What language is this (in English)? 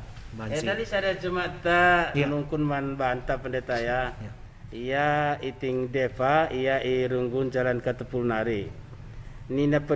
Batak Karo